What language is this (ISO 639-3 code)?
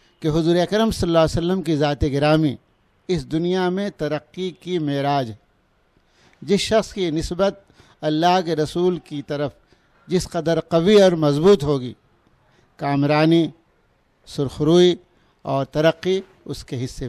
urd